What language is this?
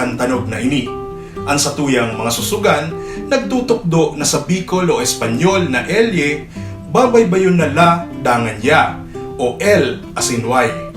Bikol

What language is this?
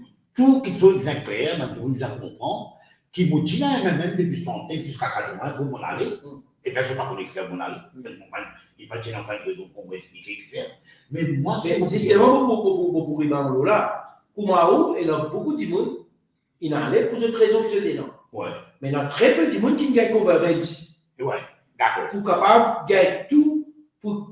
Morisyen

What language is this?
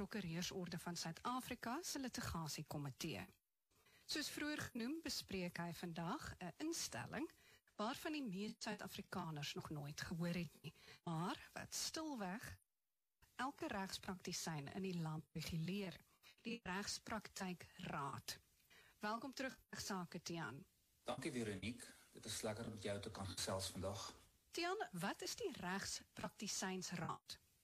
Afrikaans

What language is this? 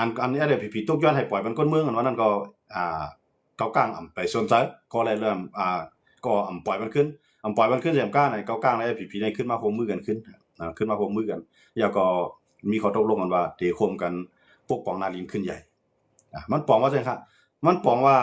Shan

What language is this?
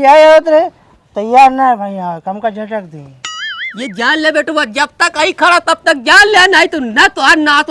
Awadhi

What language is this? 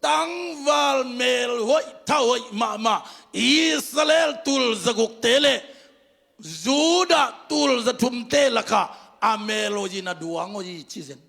Tedim Chin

